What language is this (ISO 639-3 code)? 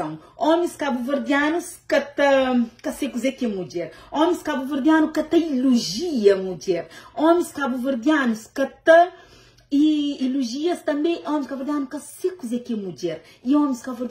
kea